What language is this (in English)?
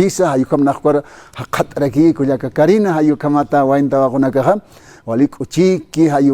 Aymara